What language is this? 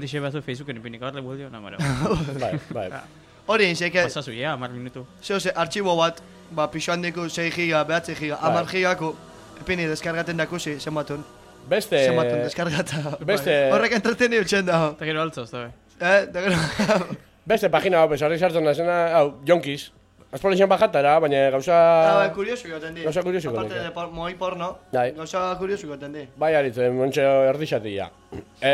Basque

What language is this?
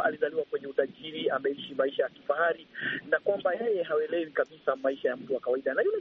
Swahili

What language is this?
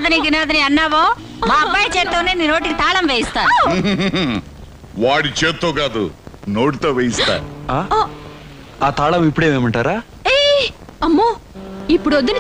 Telugu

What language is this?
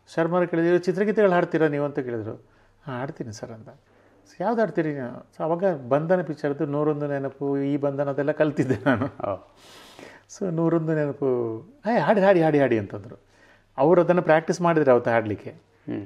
Kannada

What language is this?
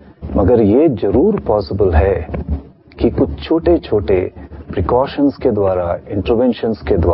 Hindi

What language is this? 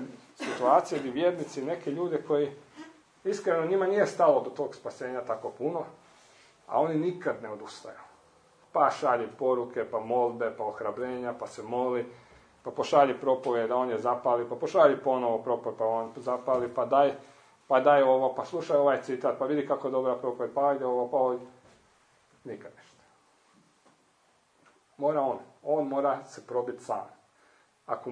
Croatian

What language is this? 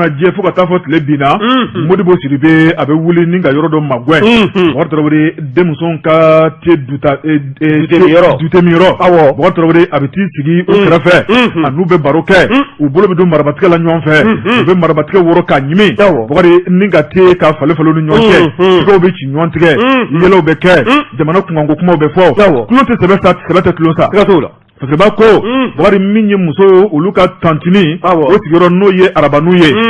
Bambara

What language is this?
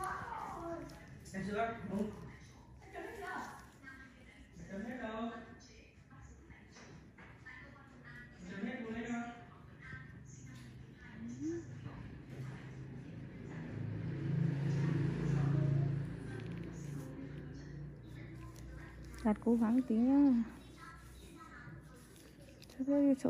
Vietnamese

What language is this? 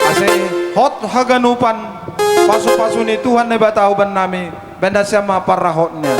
Batak Simalungun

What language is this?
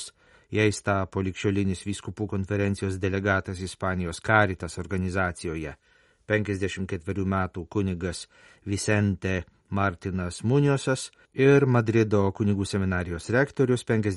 Lithuanian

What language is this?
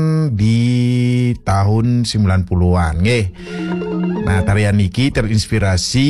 Balinese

